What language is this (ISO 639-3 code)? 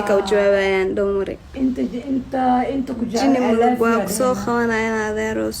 som